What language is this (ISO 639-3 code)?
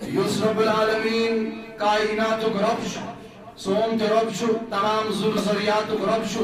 kas